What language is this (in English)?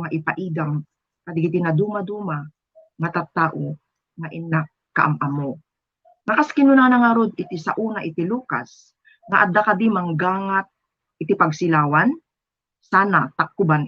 Iloko